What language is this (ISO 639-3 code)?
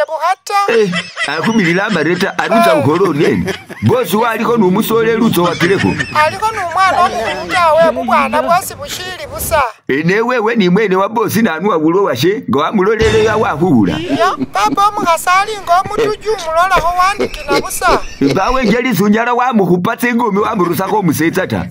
myx